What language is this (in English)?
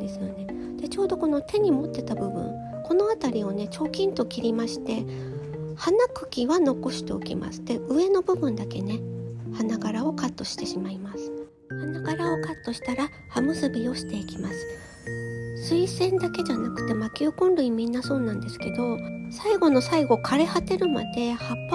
Japanese